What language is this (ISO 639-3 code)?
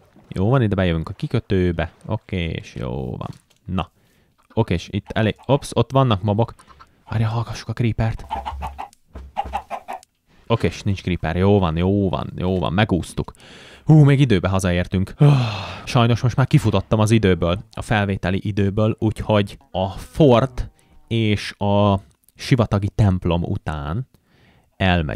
hun